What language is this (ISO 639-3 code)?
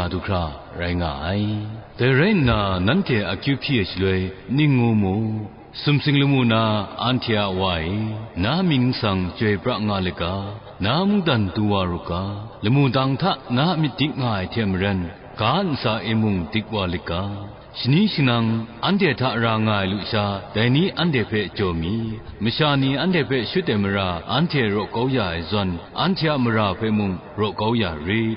kac